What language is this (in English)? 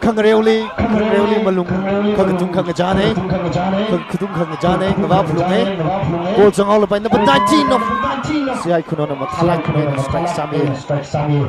Tangkhul Naga (India)